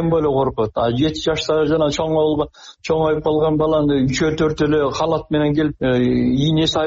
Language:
Kyrgyz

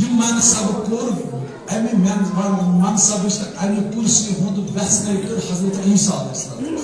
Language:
Kashmiri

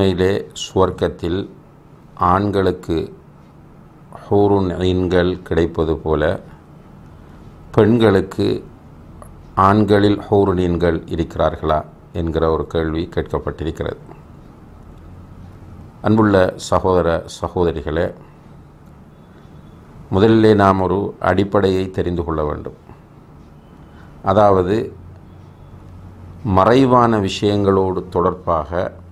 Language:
Tamil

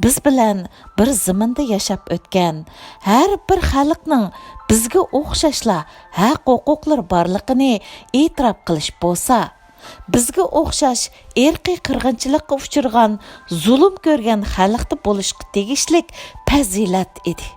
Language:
Uyghur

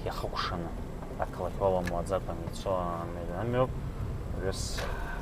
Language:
Abkhazian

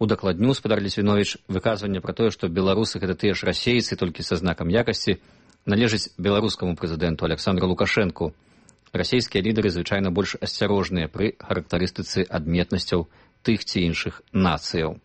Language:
Belarusian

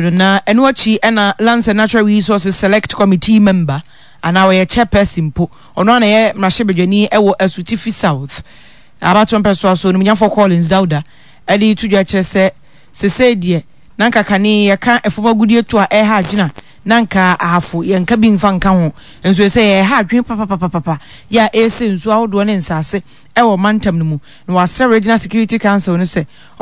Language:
Akan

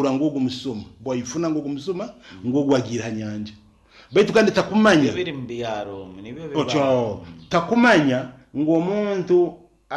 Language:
Nyankole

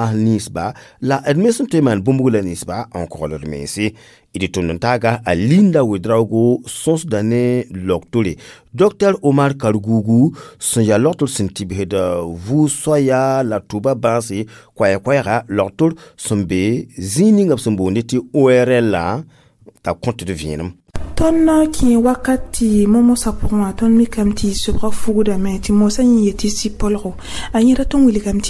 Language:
Mossi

